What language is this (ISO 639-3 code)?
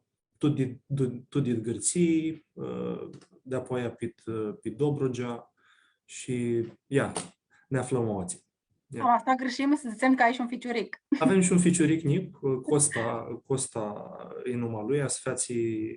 rup